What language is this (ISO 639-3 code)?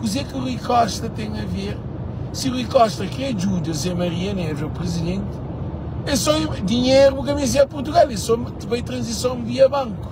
kea